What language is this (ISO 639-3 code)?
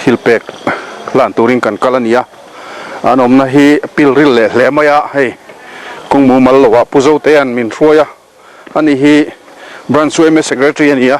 lus